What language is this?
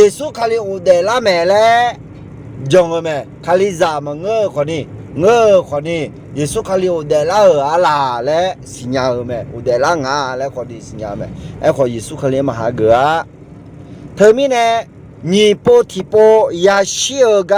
Akha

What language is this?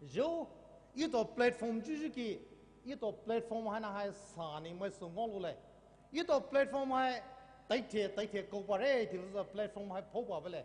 Poumei Naga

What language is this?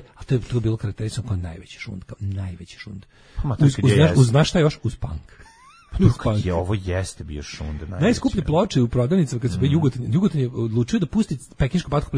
Serbian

